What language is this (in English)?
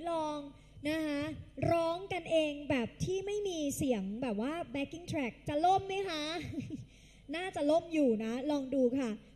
Thai